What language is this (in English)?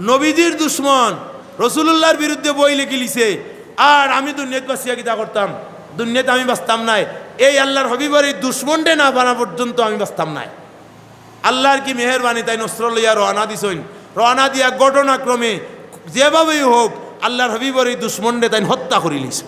Sylheti